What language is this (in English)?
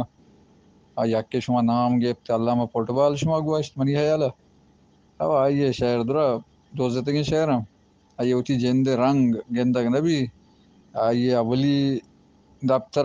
Baluchi